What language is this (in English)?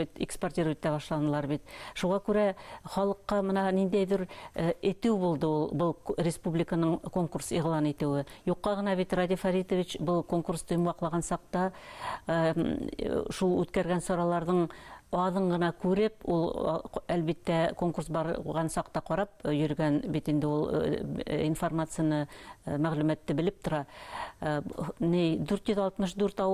Bashkir